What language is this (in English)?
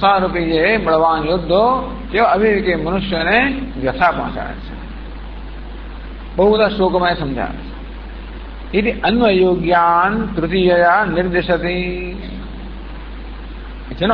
Gujarati